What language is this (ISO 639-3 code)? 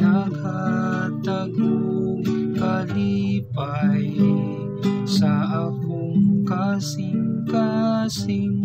ceb